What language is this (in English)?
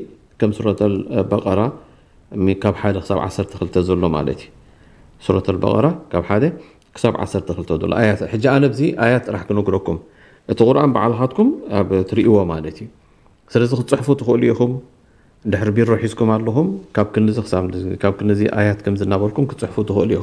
Tigrinya